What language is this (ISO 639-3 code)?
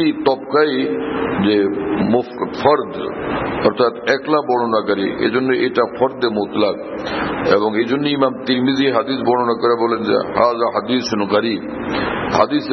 ben